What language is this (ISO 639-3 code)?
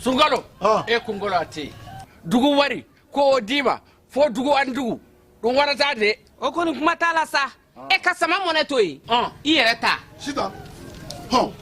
bam